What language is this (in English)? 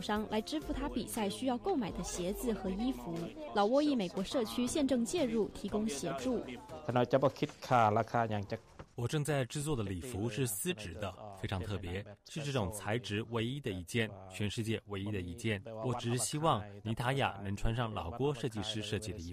Chinese